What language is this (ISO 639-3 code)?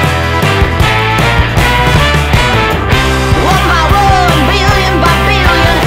zho